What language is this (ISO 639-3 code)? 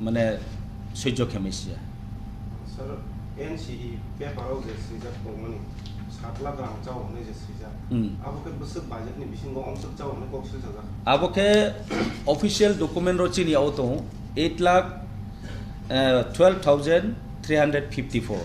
ria